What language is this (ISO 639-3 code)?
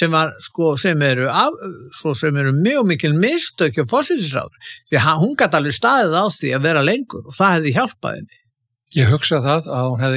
isl